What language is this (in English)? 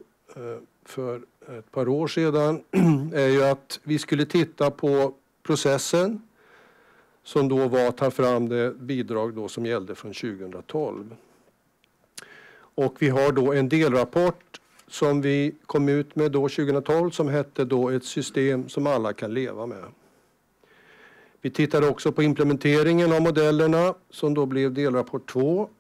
Swedish